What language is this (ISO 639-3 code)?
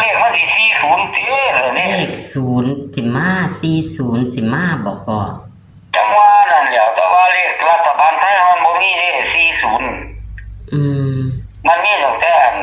tts